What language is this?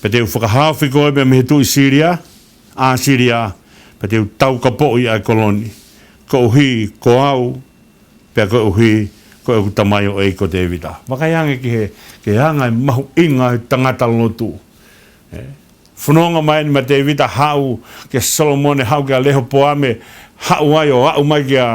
Tongan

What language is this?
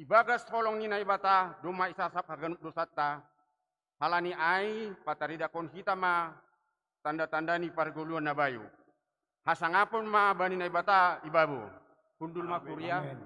Batak Simalungun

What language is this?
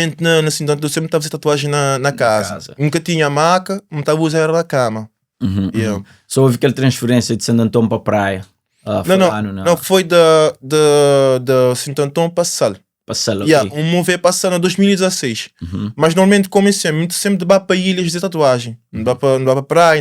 Kabuverdianu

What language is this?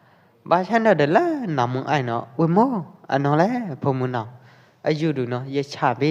Pwo Eastern Karen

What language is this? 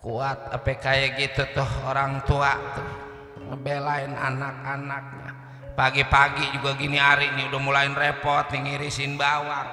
Betawi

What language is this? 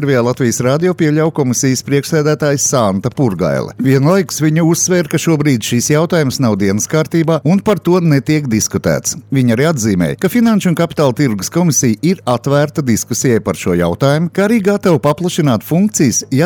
Latvian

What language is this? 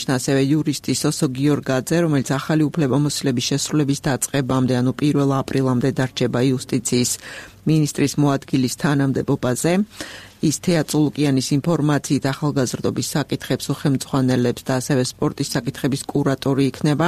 Georgian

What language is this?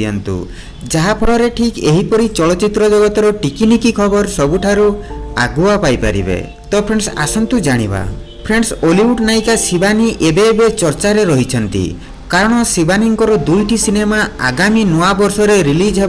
Odia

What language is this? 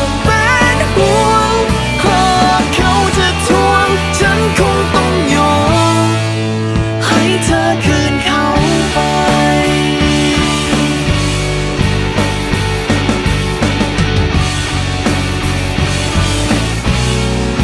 Thai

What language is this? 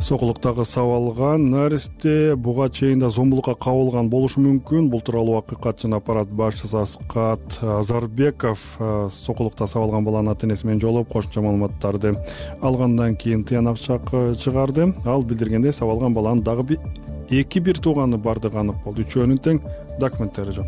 Kyrgyz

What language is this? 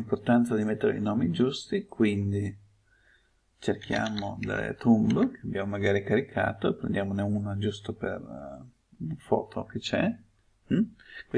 Italian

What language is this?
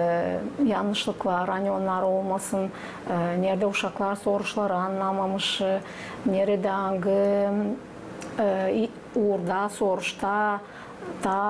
Gagauz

